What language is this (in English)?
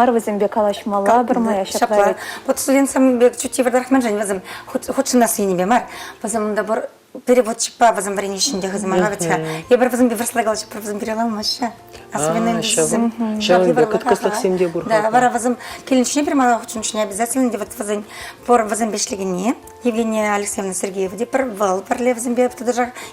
Chuvash